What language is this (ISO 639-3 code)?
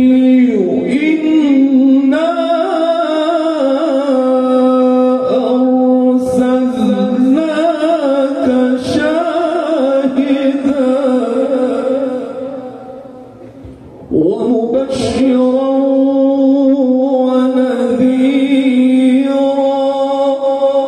ara